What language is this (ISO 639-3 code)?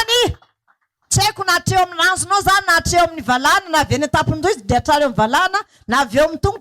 mlg